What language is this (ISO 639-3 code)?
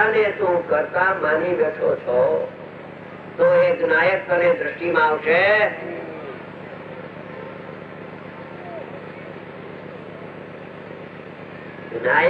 guj